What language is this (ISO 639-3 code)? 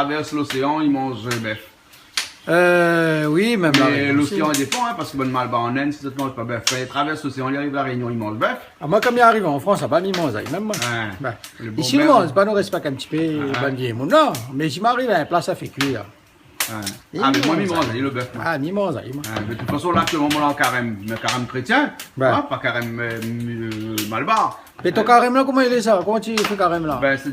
rcf